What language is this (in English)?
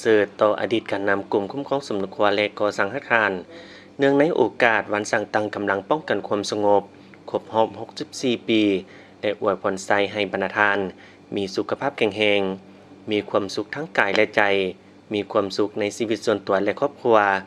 Lao